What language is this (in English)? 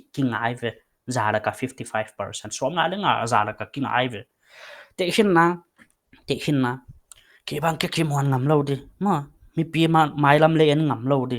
Paite Chin